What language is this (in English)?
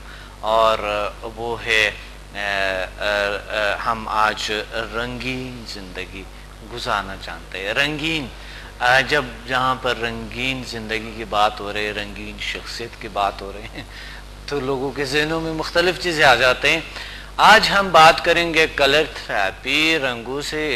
Urdu